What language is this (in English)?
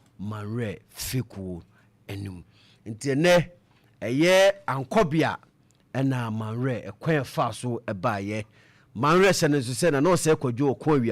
Akan